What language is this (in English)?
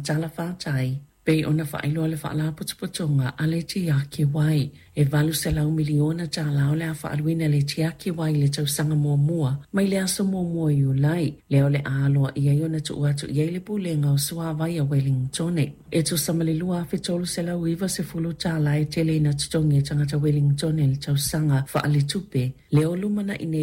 Samoan